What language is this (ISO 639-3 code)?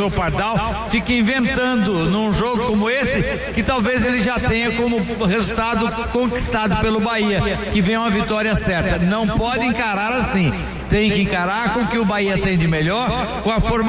por